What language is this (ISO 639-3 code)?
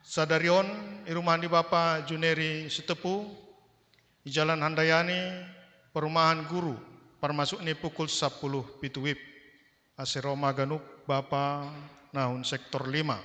bts